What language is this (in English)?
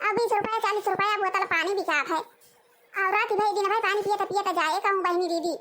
Awadhi